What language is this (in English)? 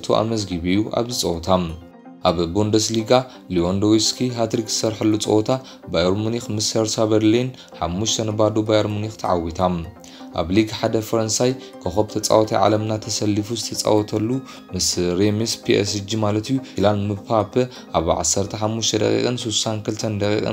Tigrinya